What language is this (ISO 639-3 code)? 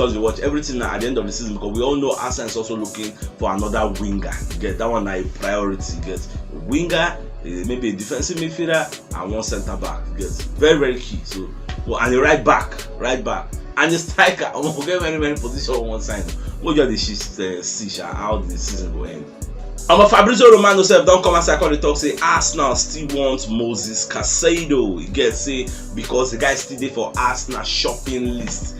pcm